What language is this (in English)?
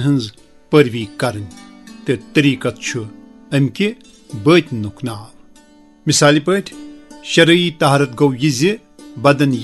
Kashmiri